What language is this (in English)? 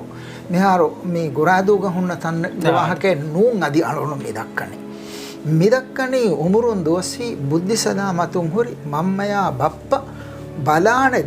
Divehi